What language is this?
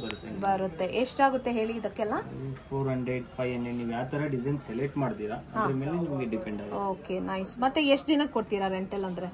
Kannada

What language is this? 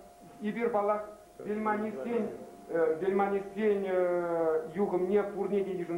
Chuvash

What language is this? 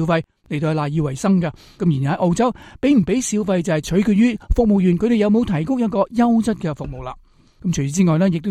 Cantonese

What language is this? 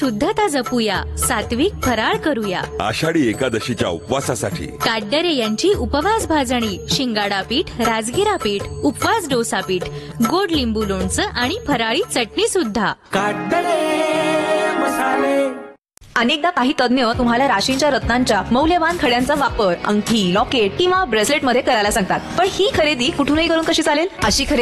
Marathi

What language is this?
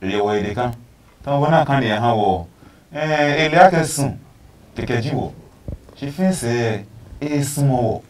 Adangme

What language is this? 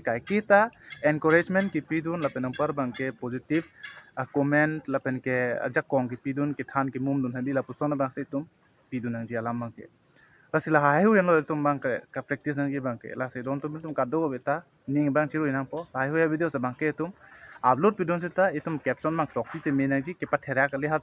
Karbi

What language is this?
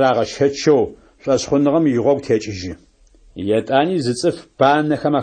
Adyghe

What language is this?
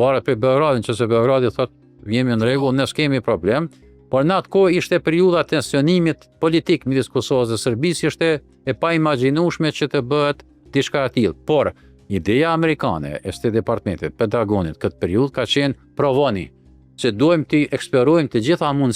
Albanian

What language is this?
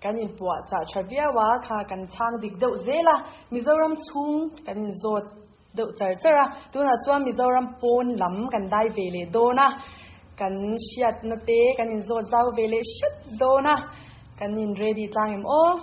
Mizo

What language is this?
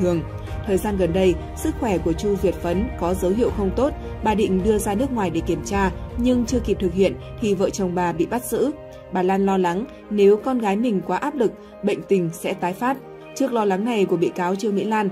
Vietnamese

